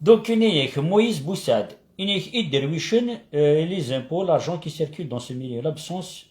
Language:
Kabyle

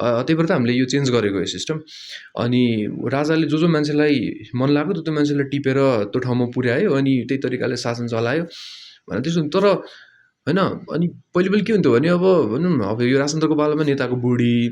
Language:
Nepali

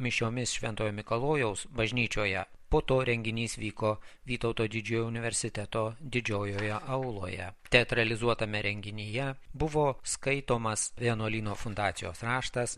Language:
Lithuanian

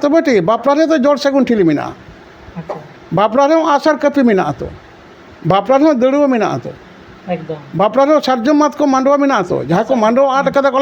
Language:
Santali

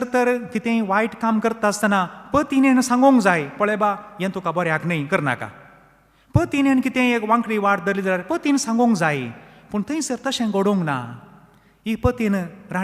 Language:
Konkani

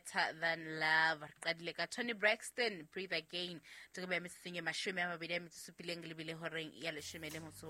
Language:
Southern Sotho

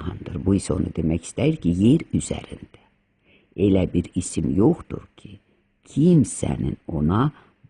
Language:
Azerbaijani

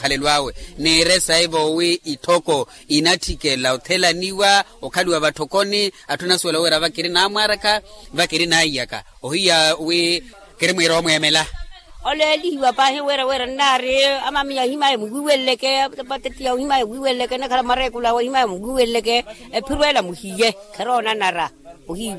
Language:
Makhuwa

